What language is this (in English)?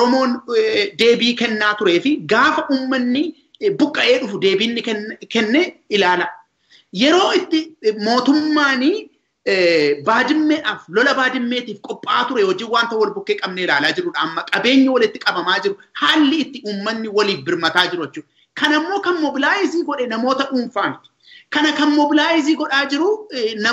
Oromo